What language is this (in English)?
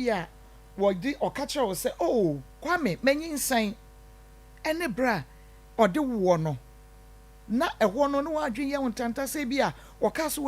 Akan